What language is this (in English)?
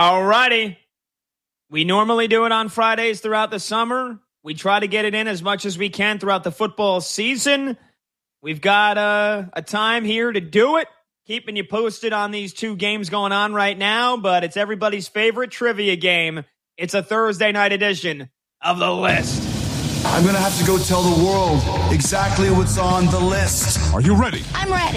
English